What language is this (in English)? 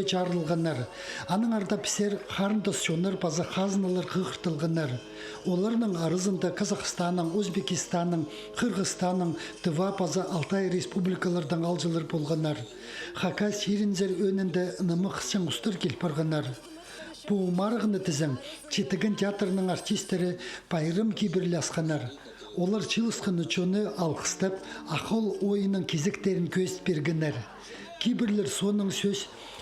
Khakas